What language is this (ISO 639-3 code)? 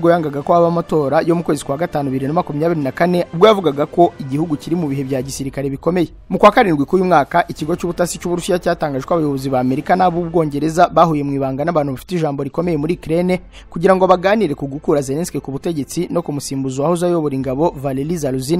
kin